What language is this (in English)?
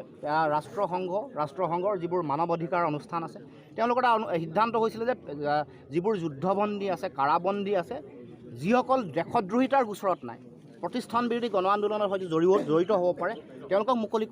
Assamese